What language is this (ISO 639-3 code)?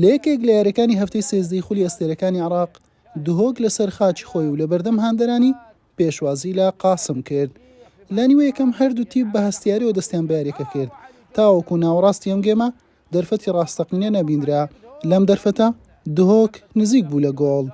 ckb